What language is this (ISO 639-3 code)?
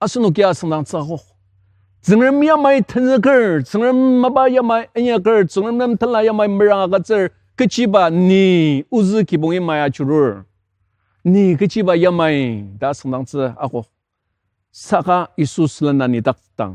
njo